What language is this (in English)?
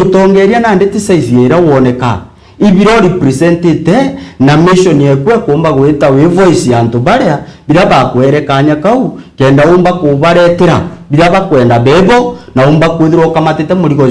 Meru